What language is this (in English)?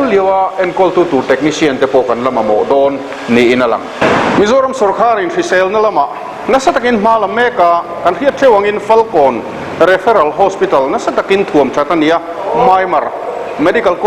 Mizo